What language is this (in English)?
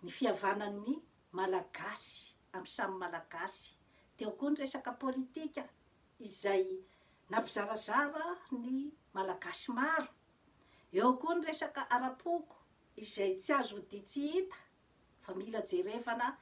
Malagasy